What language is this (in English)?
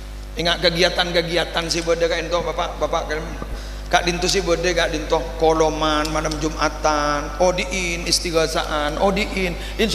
Madurese